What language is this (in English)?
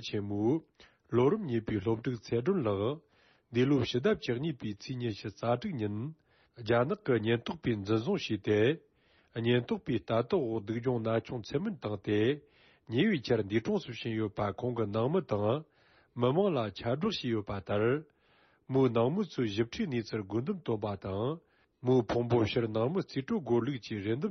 Tibetan